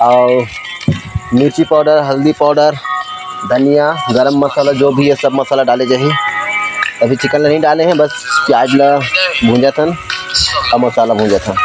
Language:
Chhattisgarhi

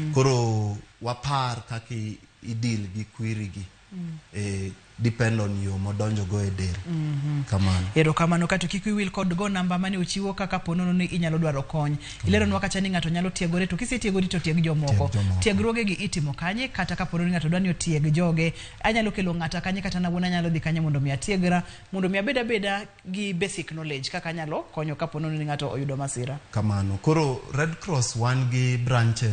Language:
Luo (Kenya and Tanzania)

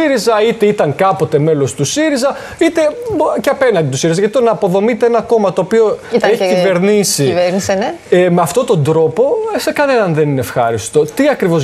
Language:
Greek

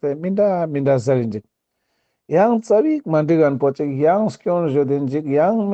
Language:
Ladakhi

